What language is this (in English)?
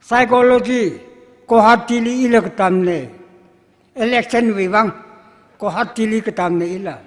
Tangkhul Naga (India)